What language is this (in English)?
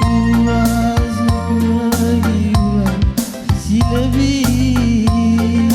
Batak Karo